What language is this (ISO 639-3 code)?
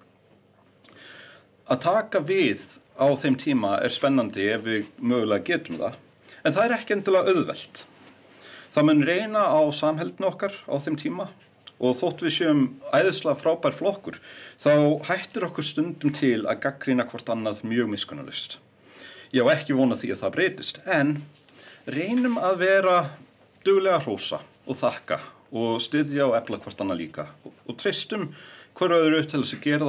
isl